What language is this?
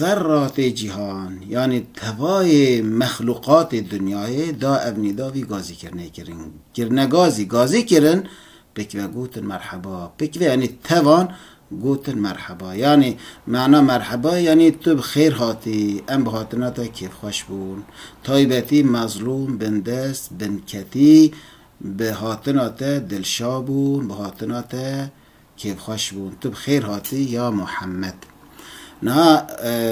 Kurdish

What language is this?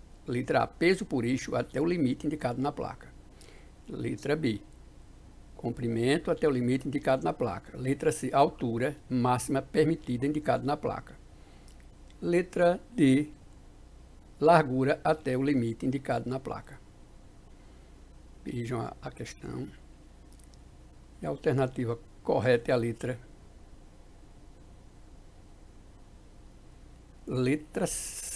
Portuguese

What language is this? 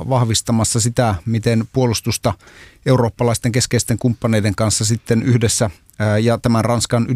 Finnish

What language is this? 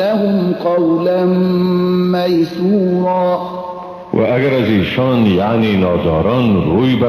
Persian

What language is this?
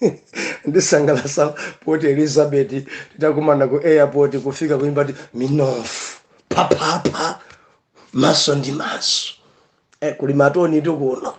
Nyanja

